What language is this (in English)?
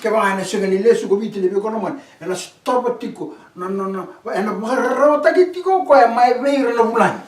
Fijian